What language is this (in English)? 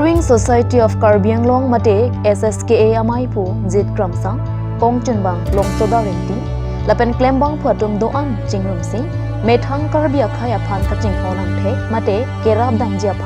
Karbi